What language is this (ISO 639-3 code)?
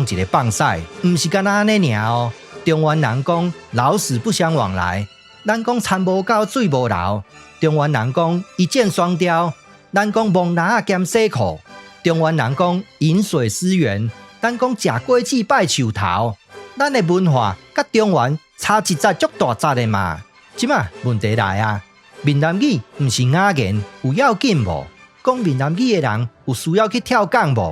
nan